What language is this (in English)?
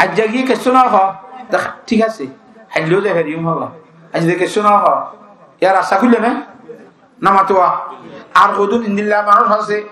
Rohingya